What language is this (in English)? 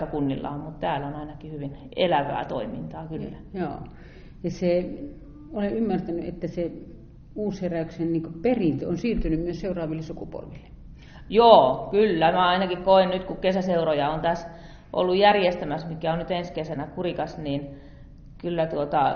Finnish